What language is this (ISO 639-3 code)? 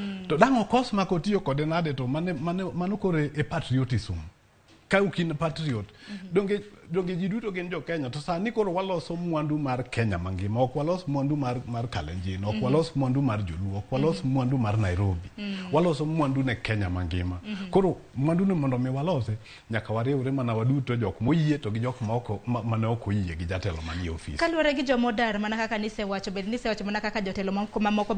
luo